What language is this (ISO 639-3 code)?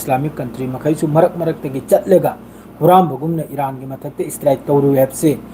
mni